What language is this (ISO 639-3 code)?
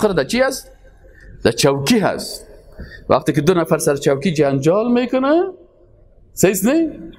fas